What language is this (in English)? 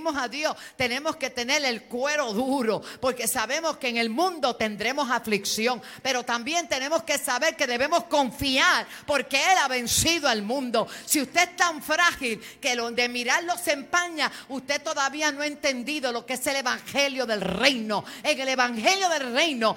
Spanish